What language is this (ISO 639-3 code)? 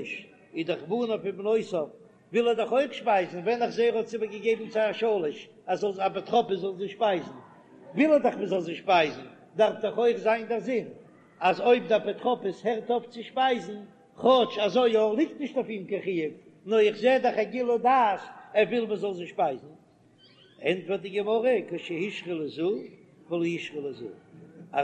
yid